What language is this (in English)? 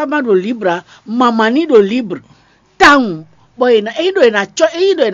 Fon